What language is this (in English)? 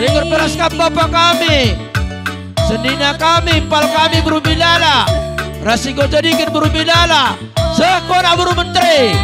Batak Karo